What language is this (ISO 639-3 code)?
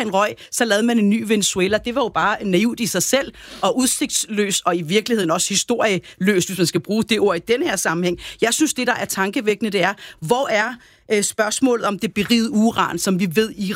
dan